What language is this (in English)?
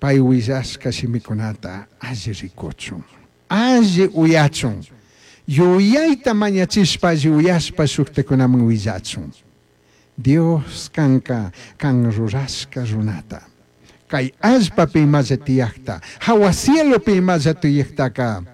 Chimborazo Highland Quichua